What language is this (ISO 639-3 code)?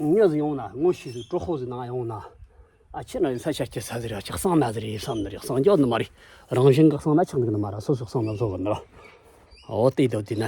bod